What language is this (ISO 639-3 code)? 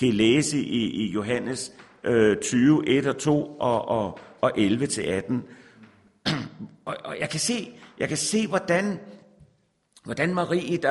dan